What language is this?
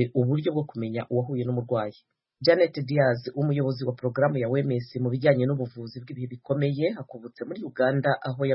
Kinyarwanda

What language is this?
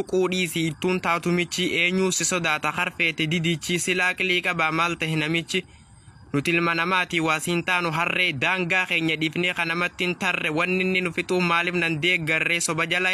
Oromo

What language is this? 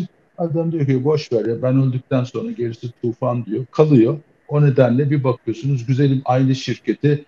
Turkish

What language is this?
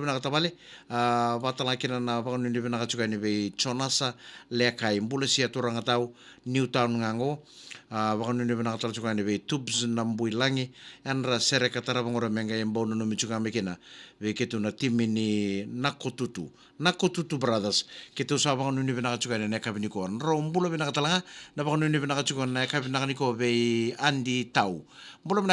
Fijian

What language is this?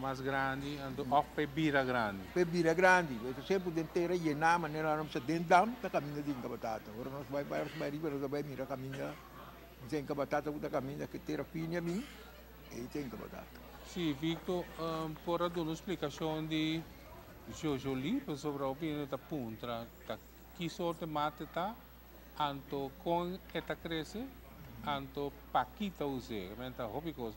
Papiamento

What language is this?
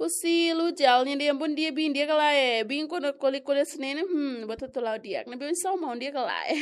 Tetum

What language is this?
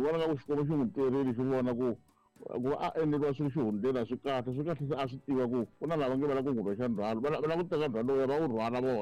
Tsonga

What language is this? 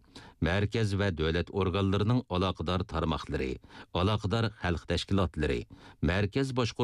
Uyghur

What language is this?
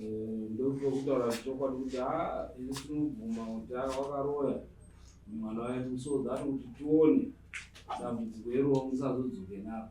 Shona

